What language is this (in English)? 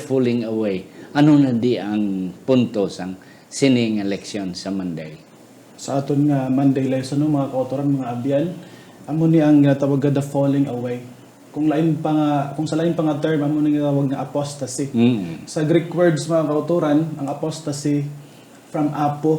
Hiligaynon